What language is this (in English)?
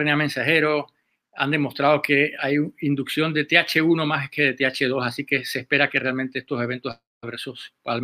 Spanish